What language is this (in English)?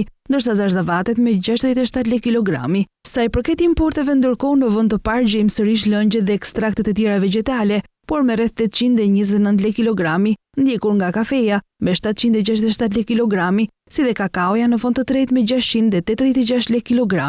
Albanian